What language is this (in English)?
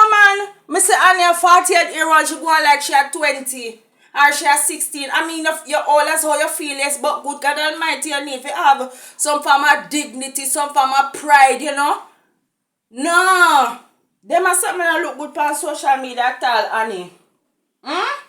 Jamaican Creole English